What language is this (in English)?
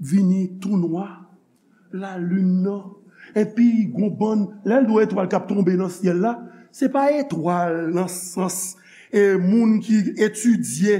Haitian Creole